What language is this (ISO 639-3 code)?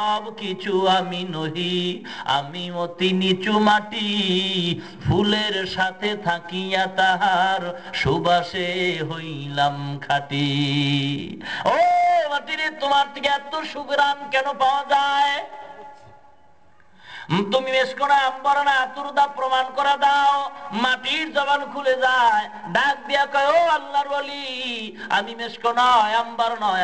ben